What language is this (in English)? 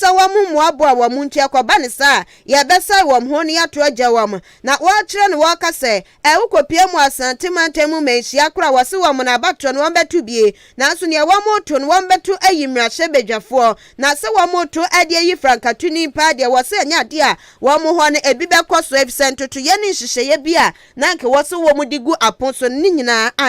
Akan